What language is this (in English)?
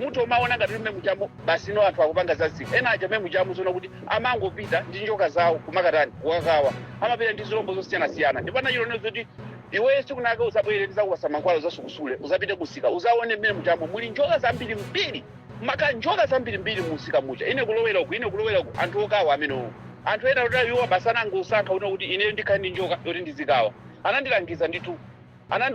Nyanja